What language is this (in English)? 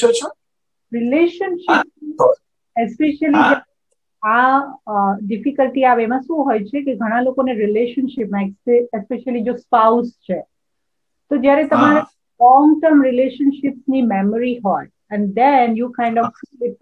Gujarati